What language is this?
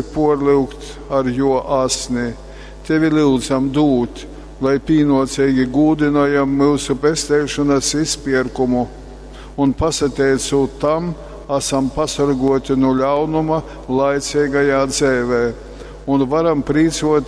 Latgalian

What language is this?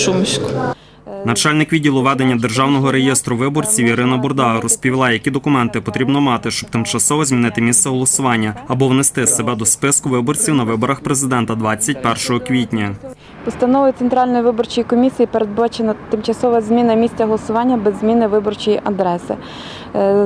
Ukrainian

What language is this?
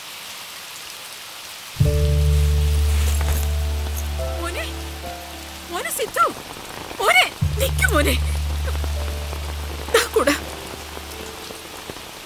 Malayalam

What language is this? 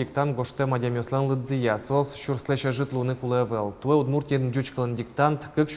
Udmurt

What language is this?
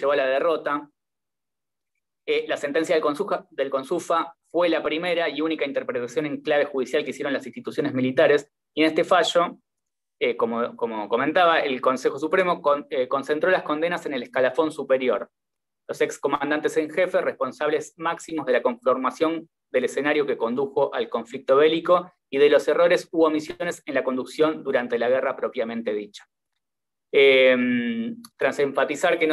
Spanish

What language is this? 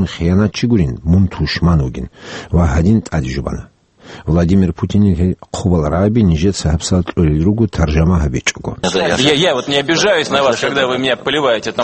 Avaric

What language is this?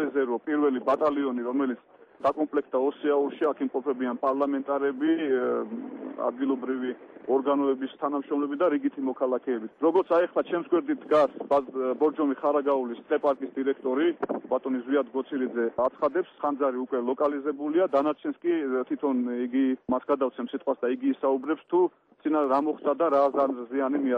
Georgian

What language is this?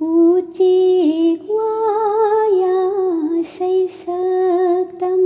Manipuri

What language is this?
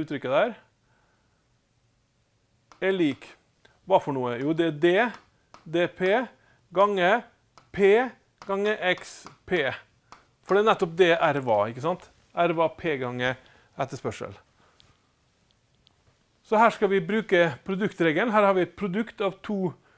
Norwegian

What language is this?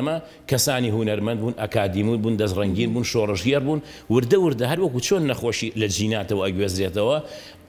Central Kurdish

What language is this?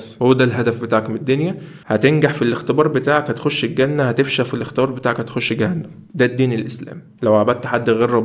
Egyptian Arabic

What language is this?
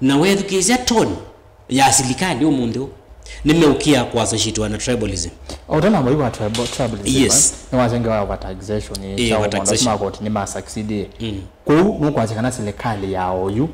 Kamba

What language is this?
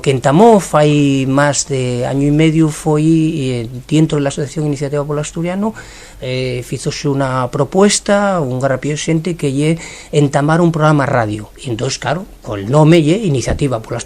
Asturian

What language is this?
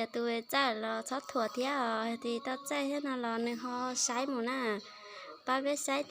Hmong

